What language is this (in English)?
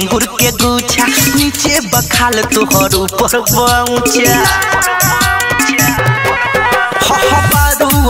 Bhojpuri